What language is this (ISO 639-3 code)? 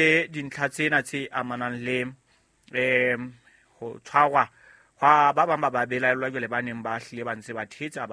sot